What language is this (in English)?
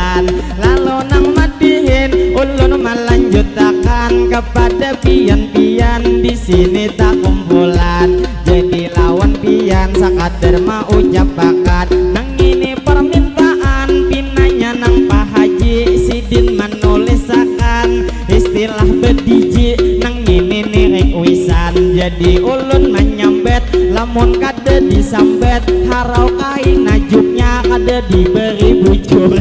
Banjar